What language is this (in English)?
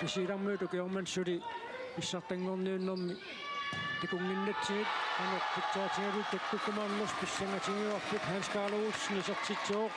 Kalaallisut